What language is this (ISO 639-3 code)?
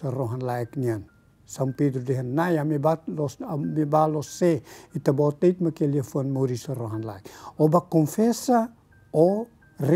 tet